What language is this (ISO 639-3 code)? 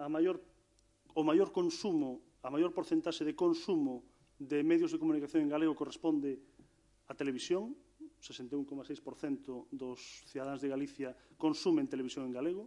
glg